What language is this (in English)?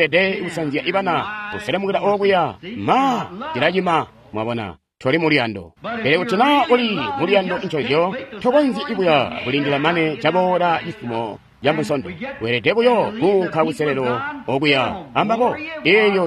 Tonga (Zambia)